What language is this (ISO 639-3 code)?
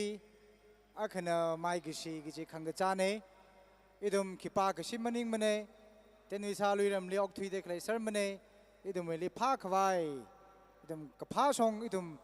nmf